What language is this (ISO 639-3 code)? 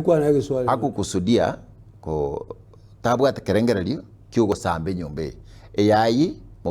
guz